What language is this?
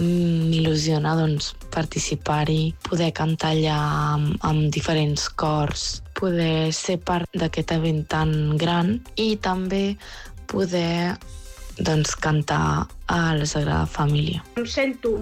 Catalan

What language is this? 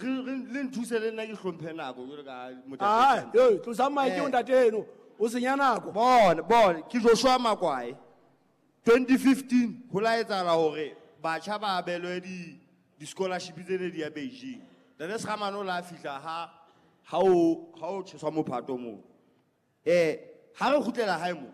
Southern Sotho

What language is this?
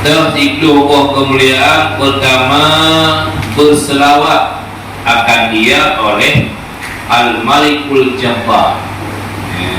Achinese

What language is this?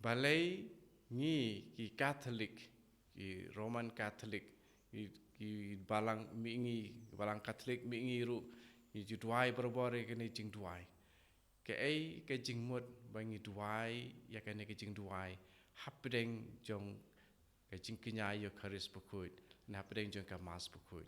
Khasi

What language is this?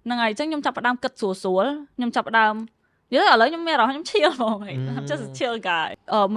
Khmer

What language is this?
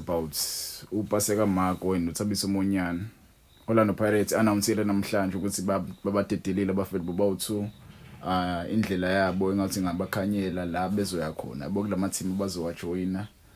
Zulu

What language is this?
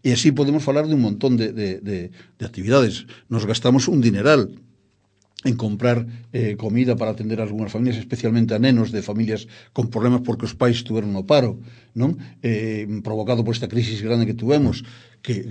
Galician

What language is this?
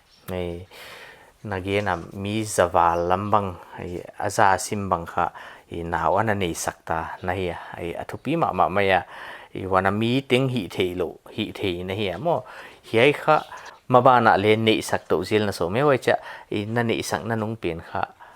Paite Chin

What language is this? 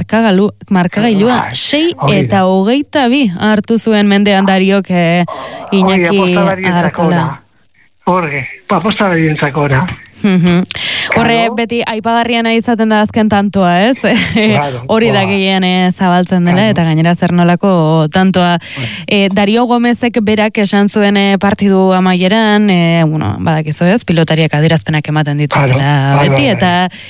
Basque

